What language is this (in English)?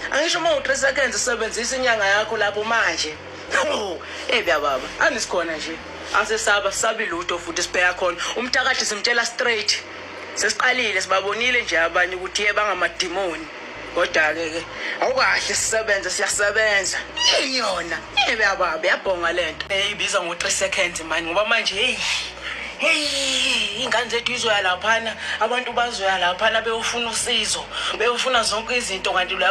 Zulu